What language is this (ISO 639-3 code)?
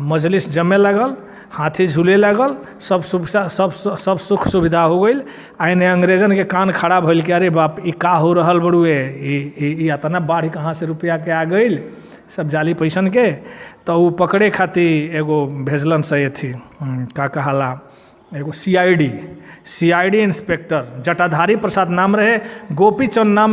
bho